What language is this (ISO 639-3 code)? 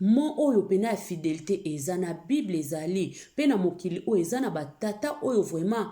lin